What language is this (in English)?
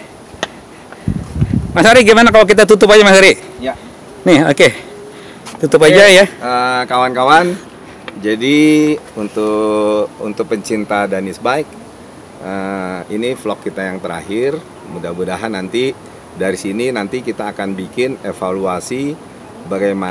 Indonesian